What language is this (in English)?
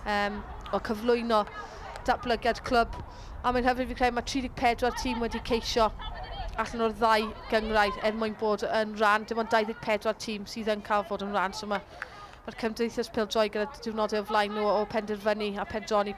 Welsh